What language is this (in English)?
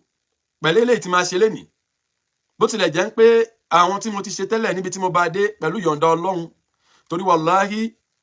Yoruba